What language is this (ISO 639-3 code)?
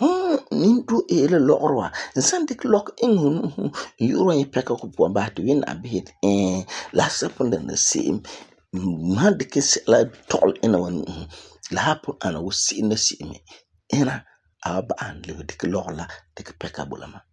gur